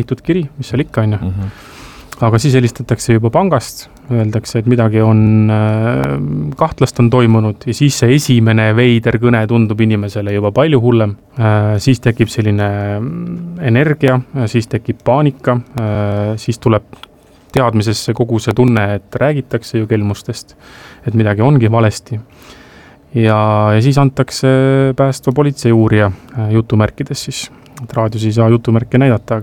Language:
Estonian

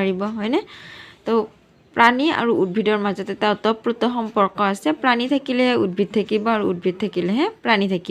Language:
Assamese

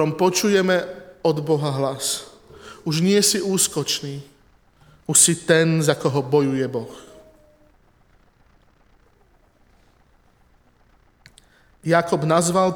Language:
Slovak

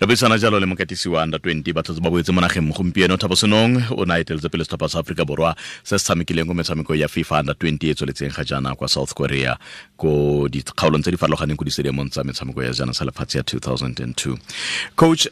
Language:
Tswana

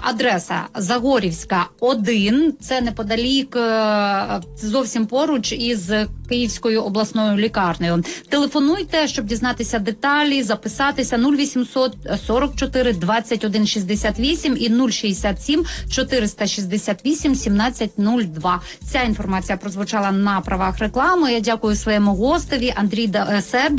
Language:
Ukrainian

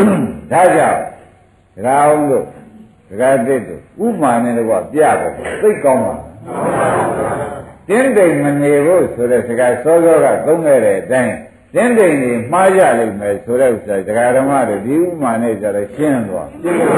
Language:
Burmese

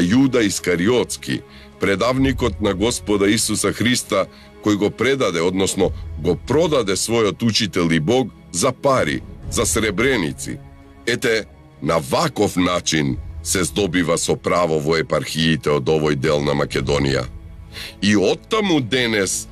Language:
Macedonian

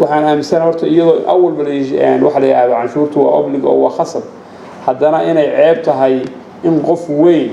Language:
Somali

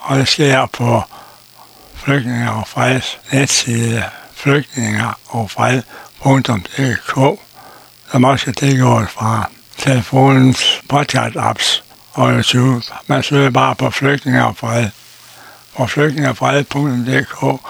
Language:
Danish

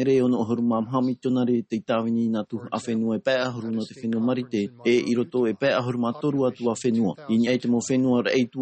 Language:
Tahitian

